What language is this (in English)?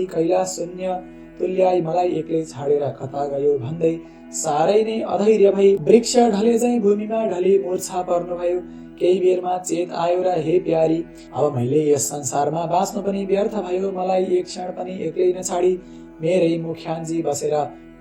Nepali